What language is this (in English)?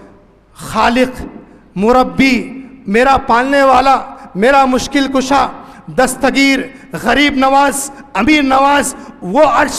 Urdu